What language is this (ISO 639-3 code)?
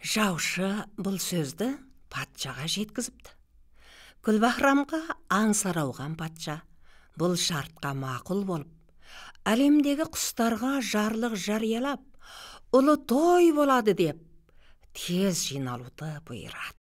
kaz